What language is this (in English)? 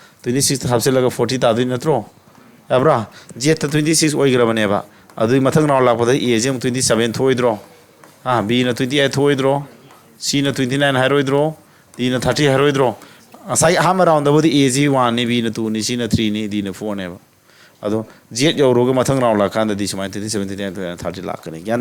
Manipuri